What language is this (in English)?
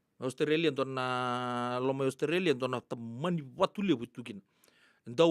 Fijian